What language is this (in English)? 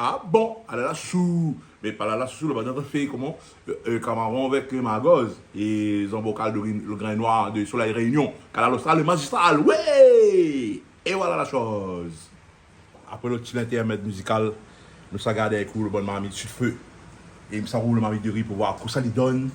Réunion Creole French